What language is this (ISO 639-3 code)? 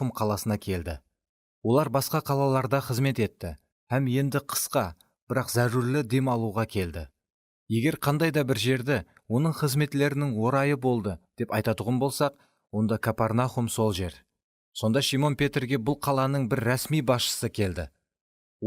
kaa